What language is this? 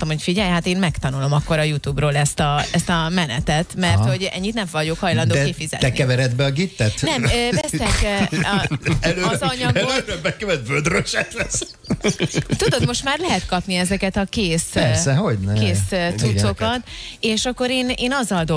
Hungarian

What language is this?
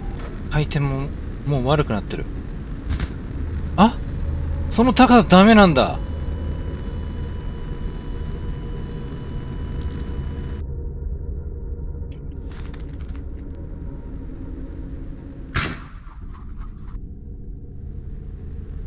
Japanese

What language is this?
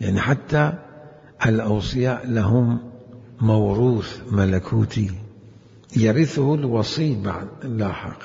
Mesopotamian Arabic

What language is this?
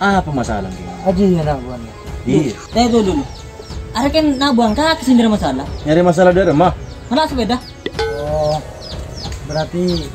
Madurese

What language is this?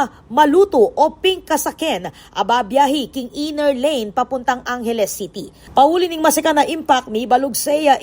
Pampanga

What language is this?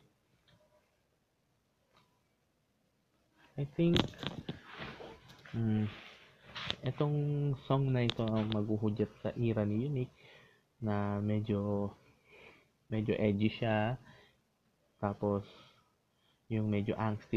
Filipino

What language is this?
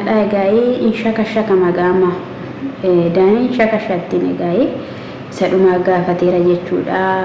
Oromo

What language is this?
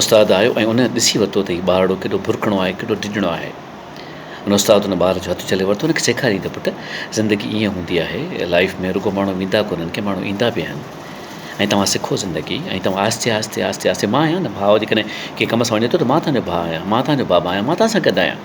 Sindhi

